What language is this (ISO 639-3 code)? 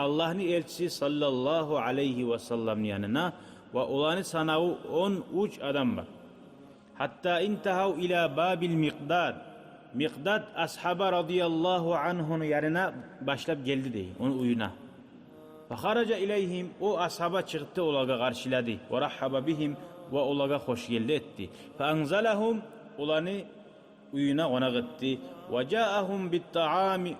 kum